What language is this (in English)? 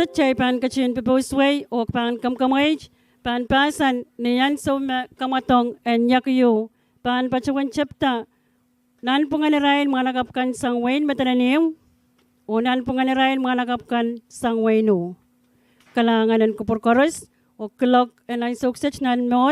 Pohnpeian